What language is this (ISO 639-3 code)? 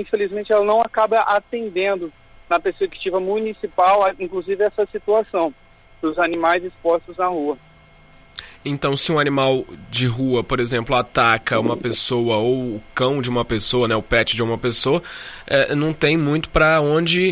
por